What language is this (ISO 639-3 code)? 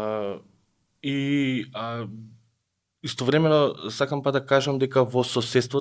mkd